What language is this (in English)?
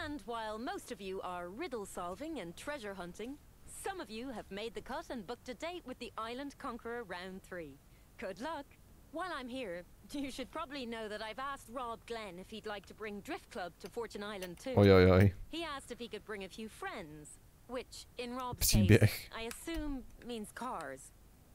Czech